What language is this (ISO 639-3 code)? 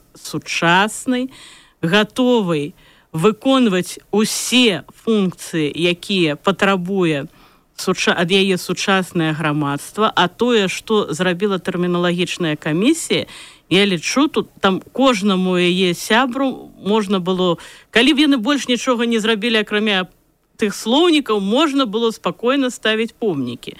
bel